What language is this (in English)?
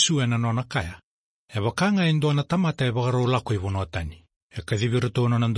Fijian